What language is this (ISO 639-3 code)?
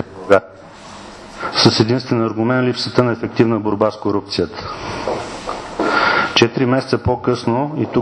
bul